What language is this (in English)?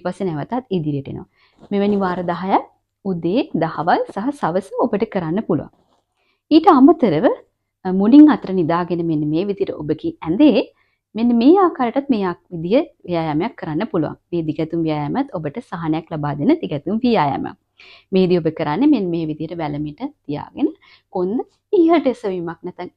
Sinhala